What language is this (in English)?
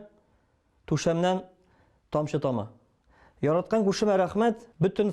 Tatar